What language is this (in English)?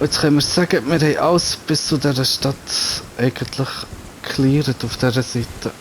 Swiss German